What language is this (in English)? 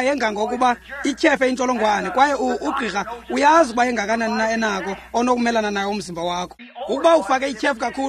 Xhosa